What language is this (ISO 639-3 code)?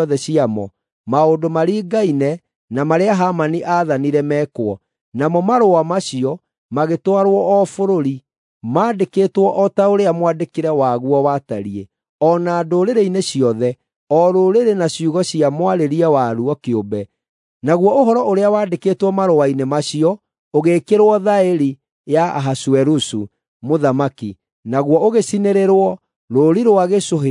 kik